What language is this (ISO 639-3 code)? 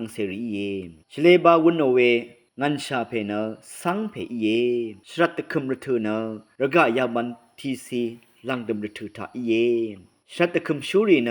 raw